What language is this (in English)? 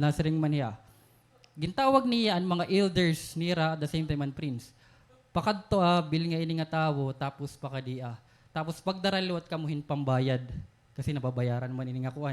Waray